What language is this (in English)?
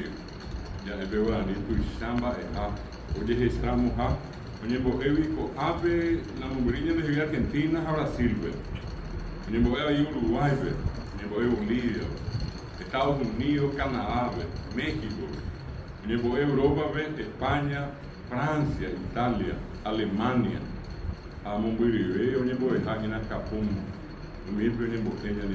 Guarani